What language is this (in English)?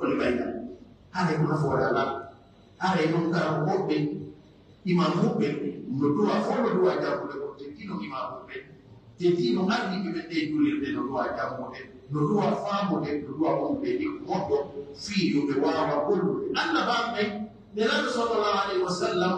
Pular